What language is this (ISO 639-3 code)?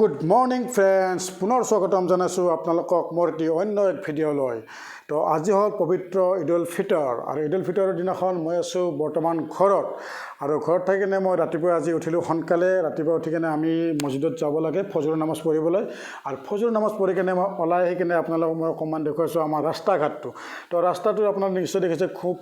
asm